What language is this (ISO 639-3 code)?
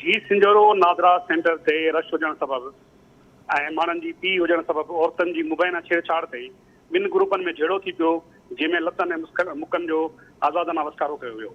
snd